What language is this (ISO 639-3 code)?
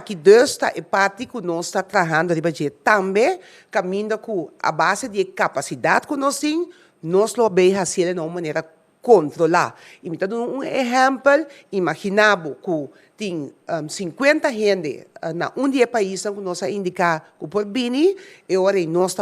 pap